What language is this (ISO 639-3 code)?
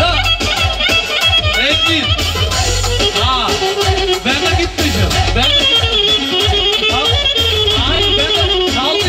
tur